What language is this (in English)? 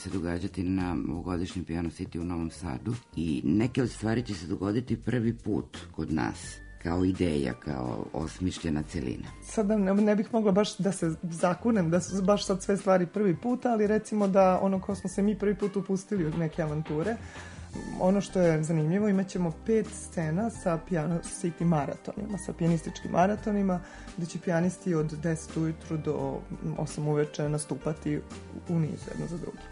Serbian